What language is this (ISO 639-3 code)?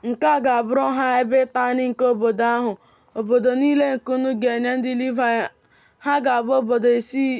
ibo